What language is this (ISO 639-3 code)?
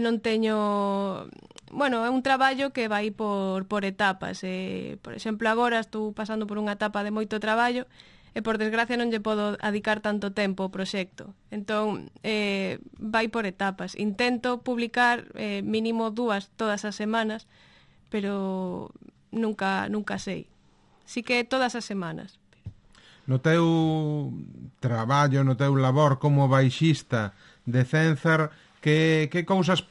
glg